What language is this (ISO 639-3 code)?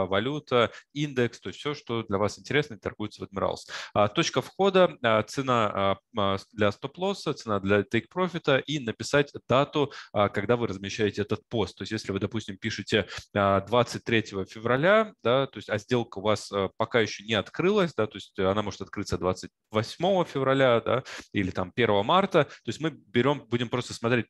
rus